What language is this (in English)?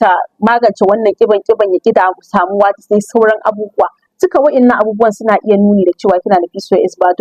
Hausa